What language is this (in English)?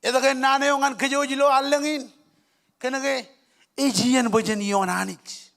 Marshallese